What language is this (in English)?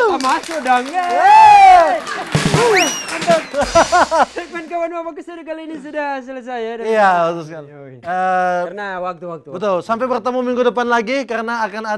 Manado Malay